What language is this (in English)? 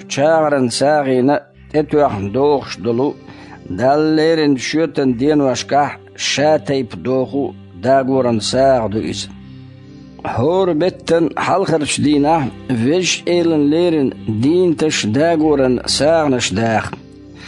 Chechen